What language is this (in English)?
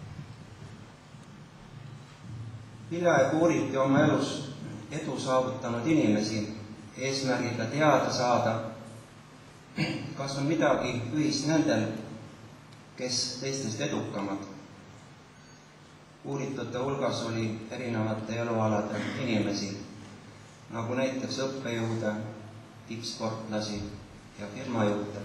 Estonian